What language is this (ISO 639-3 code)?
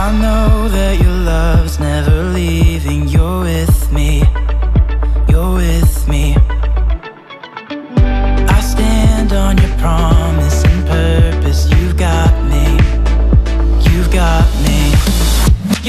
eng